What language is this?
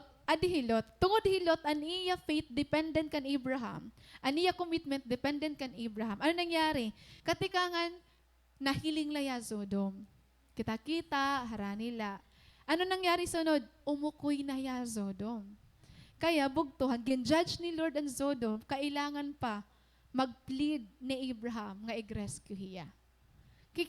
Waray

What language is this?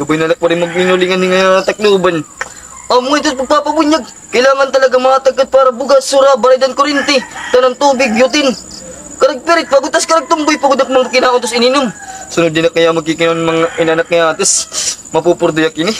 Waray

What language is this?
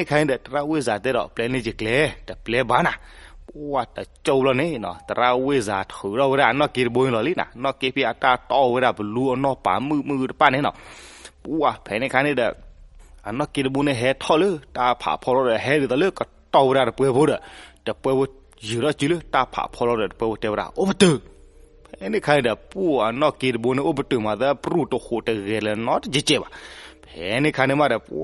S'gaw Karen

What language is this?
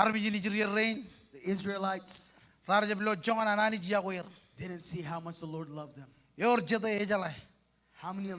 Marshallese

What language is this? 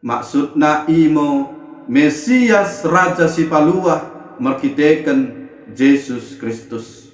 Batak Dairi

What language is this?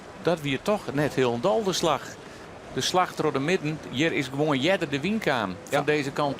Western Frisian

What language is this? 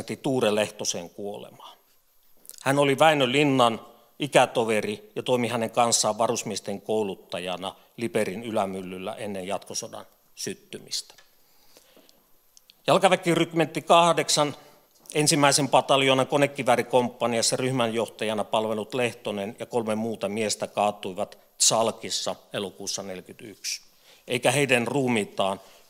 Finnish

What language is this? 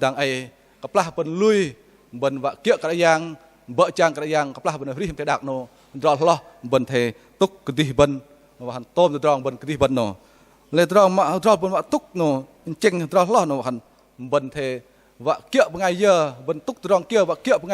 Bahnar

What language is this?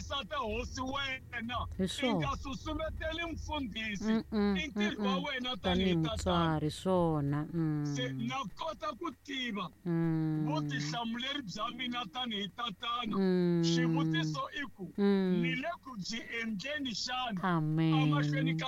Tsonga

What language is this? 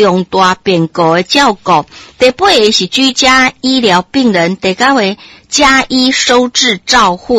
Min Nan Chinese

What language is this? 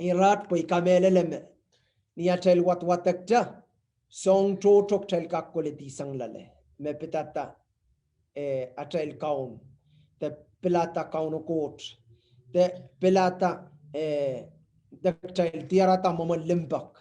Pohnpeian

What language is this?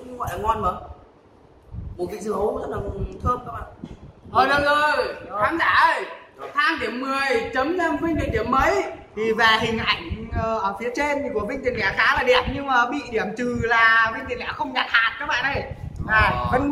Vietnamese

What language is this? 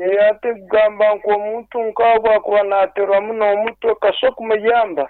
Nyankole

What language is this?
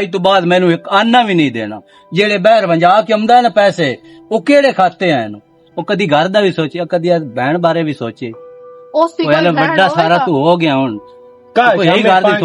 Western Panjabi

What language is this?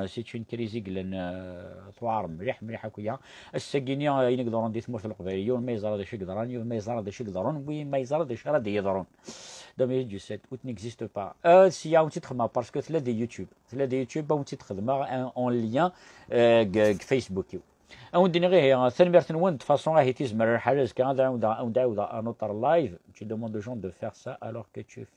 Kabyle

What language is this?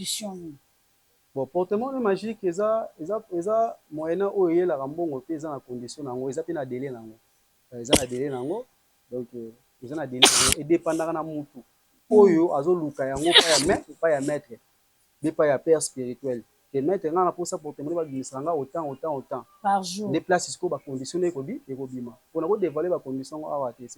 Lingala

